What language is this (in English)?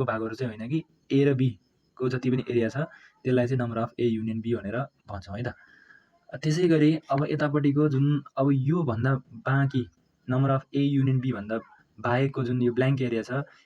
Nepali